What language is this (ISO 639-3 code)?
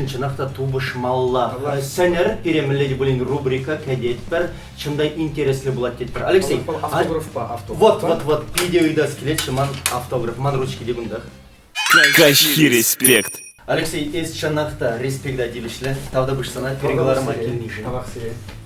chv